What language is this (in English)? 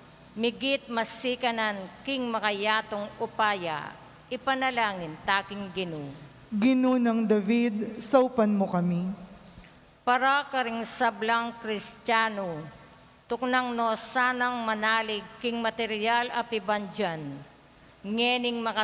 Pampanga